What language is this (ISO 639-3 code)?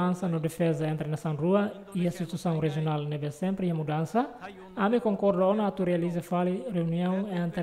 tet